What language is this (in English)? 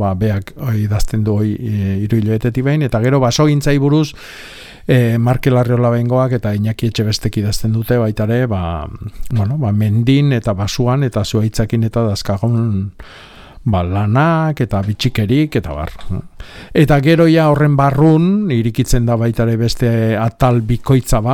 Basque